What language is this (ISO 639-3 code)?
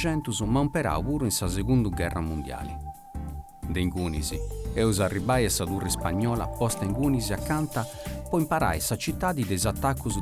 srd